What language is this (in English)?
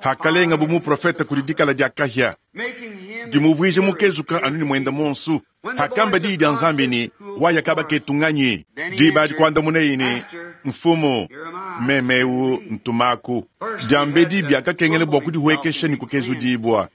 Luba-Lulua